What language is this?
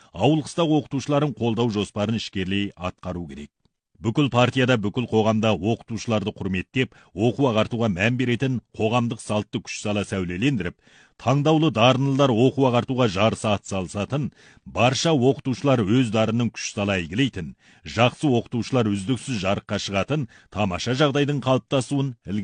Kazakh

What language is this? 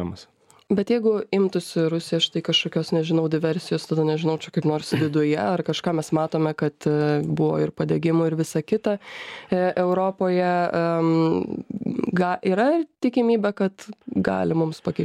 Lithuanian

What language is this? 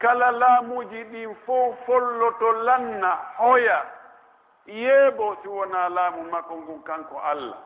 Pular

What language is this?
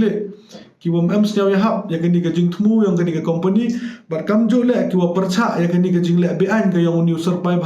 Pnar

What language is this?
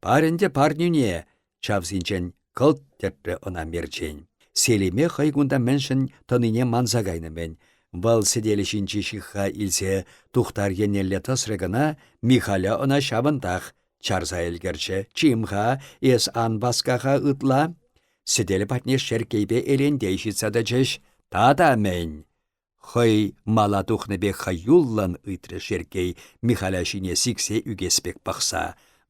Chuvash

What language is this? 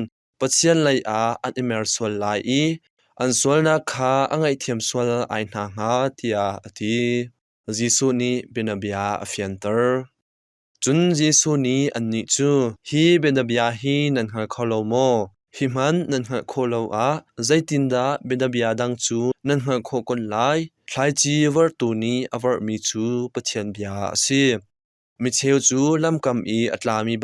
Hakha Chin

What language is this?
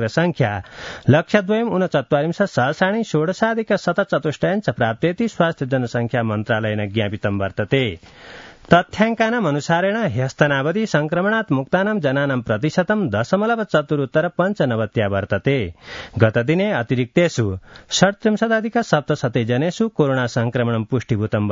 Sanskrit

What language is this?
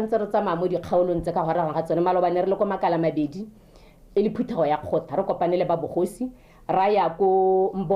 Tswana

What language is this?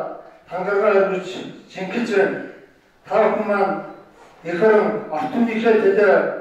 Mongolian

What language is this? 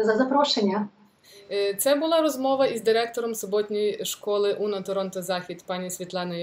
Ukrainian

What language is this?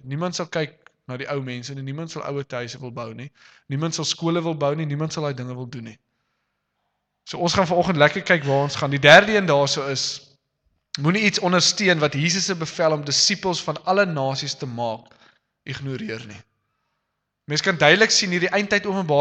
Afrikaans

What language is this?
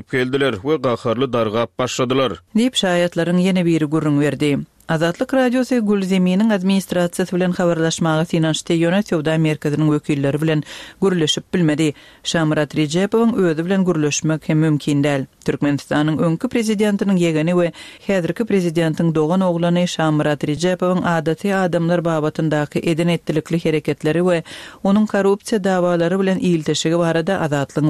Turkmen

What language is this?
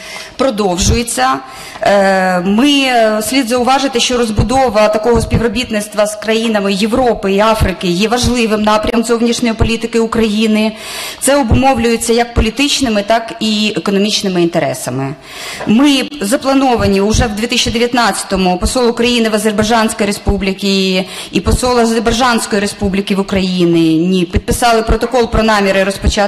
Ukrainian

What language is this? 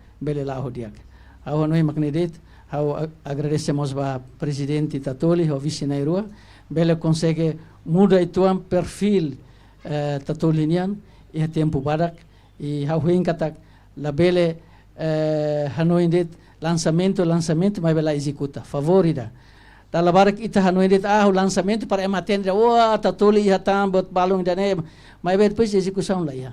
Tetum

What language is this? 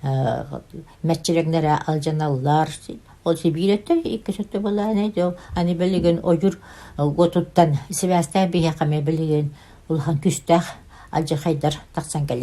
Yakut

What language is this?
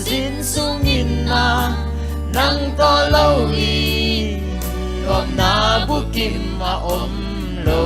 Tedim Chin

